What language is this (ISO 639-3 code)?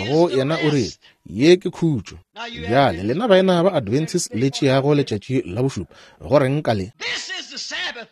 nso